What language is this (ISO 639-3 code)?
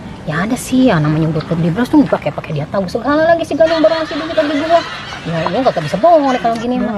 bew